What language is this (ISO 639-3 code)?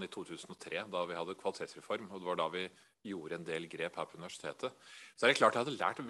nor